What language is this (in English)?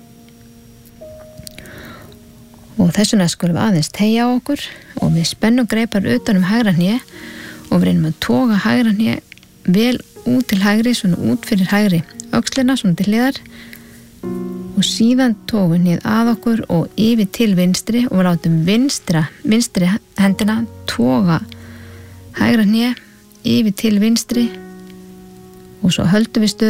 Icelandic